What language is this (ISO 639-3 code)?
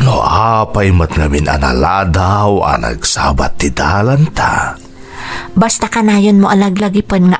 ilo